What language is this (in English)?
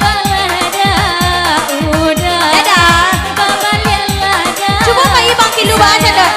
Minangkabau